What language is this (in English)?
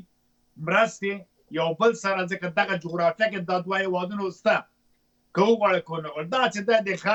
Pashto